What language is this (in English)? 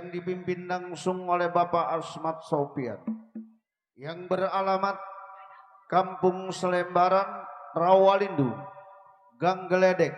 Betawi